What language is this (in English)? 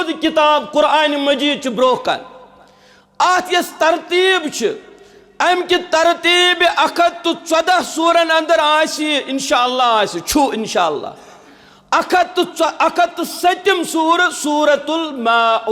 Kashmiri